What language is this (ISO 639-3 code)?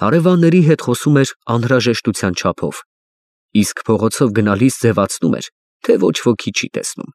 hye